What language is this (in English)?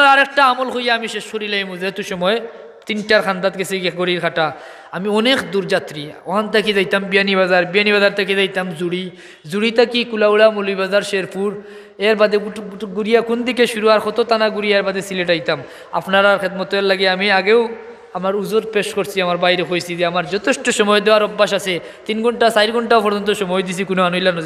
Sylheti